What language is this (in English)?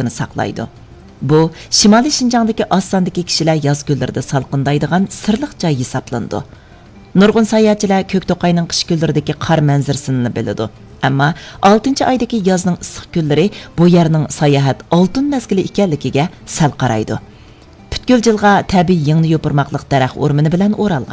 Uyghur